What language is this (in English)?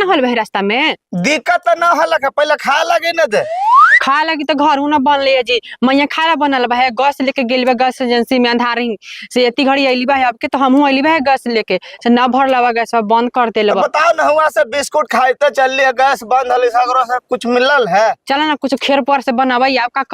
Magahi